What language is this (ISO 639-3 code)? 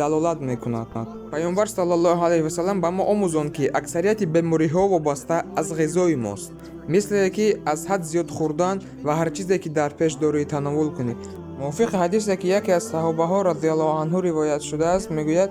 tgk